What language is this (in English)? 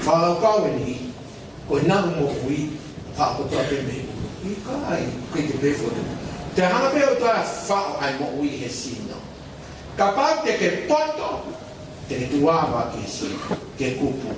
Tongan